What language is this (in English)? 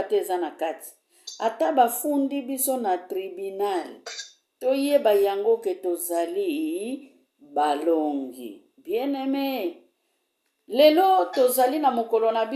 Lingala